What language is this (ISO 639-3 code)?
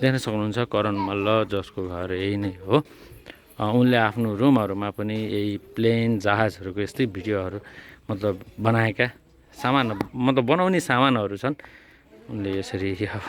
nep